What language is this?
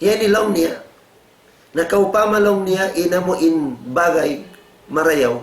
Tausug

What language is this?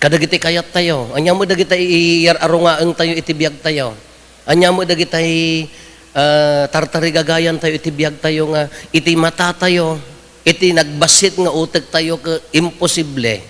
Iloko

